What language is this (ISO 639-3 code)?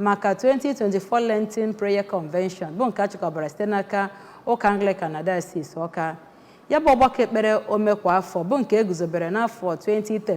ibo